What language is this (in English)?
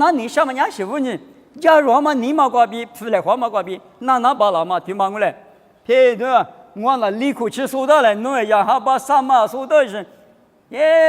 Lisu